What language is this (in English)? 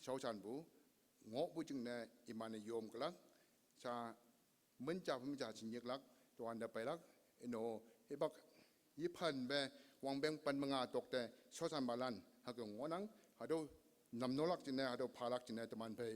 Konyak Naga